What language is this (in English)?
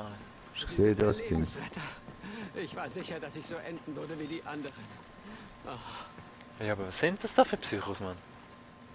Swiss German